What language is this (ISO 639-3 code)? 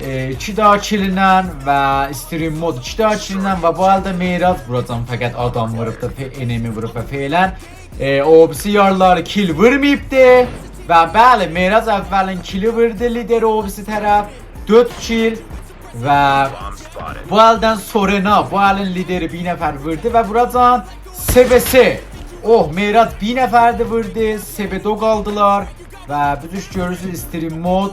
azb